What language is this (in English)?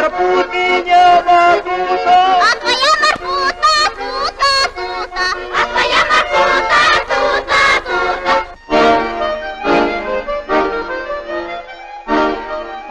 Russian